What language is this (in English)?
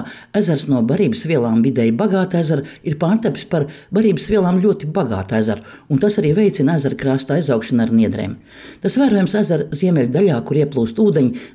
Latvian